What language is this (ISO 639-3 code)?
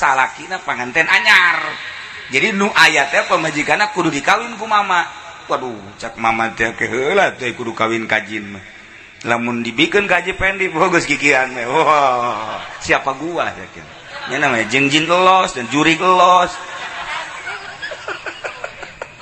sun